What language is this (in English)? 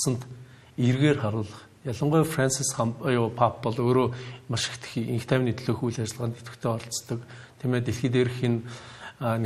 Mongolian